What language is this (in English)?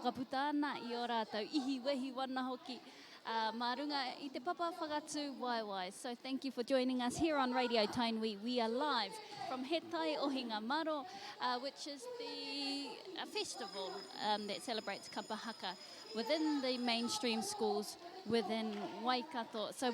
Māori